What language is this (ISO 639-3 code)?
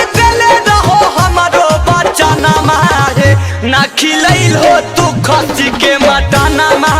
mag